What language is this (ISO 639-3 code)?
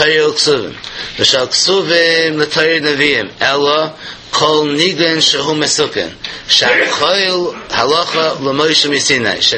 yid